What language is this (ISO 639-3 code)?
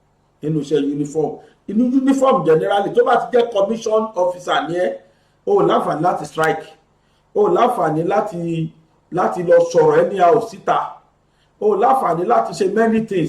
yor